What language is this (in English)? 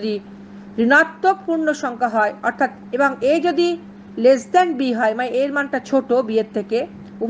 Bangla